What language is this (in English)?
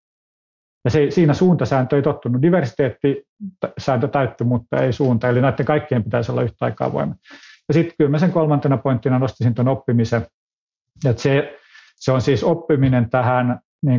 Finnish